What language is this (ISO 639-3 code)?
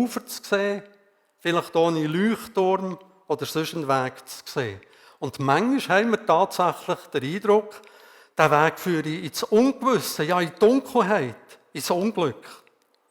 gsw